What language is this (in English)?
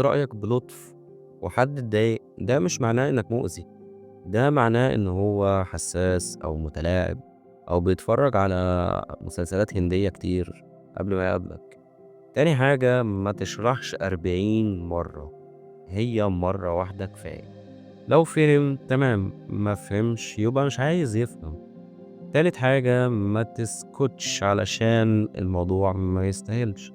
Egyptian Arabic